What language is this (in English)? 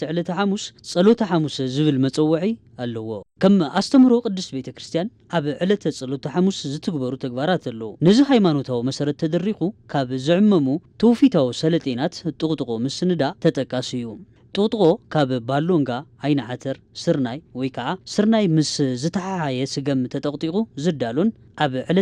Tigrinya